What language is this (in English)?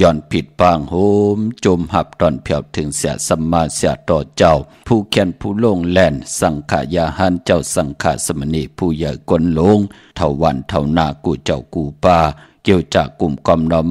Shan